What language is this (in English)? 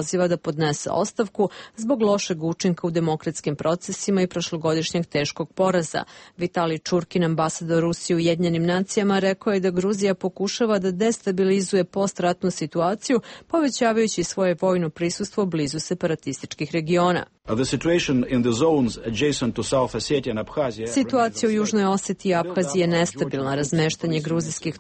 Serbian